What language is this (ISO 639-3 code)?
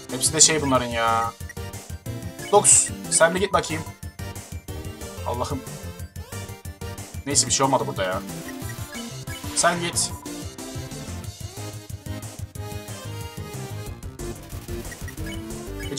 tur